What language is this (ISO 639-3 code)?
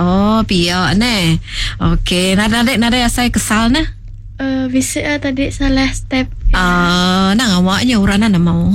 iba